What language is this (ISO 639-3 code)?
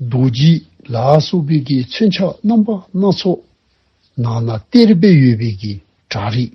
dzo